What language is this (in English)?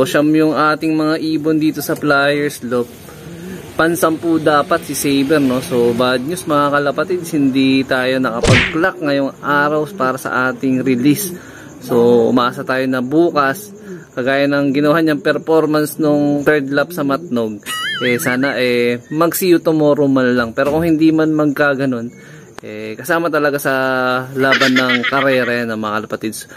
Filipino